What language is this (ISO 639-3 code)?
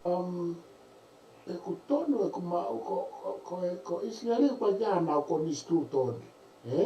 ton